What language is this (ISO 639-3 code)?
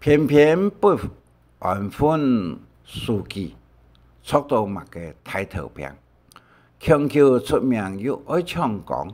hak